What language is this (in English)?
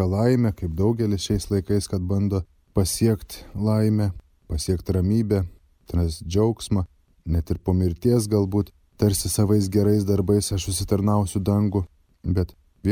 Lithuanian